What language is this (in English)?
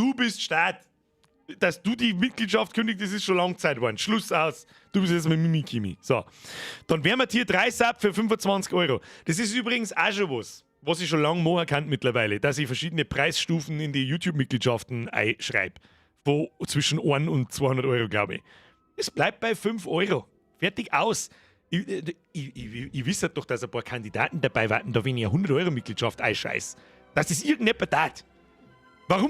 Bavarian